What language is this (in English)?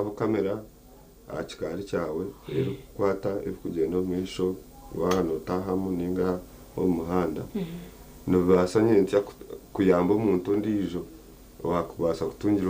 Nyankole